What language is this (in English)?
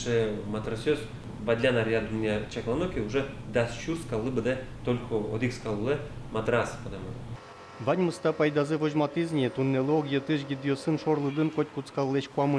Udmurt